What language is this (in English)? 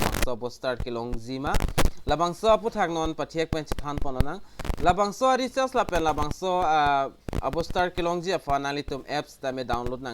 Karbi